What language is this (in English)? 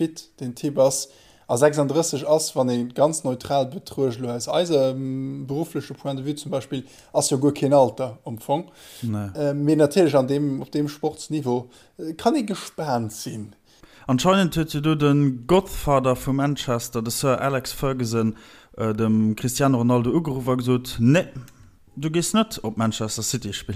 Luxembourgish